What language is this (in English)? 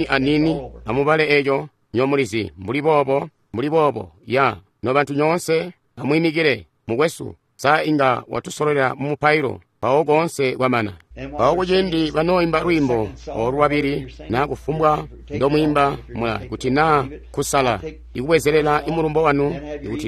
Tonga (Zambia)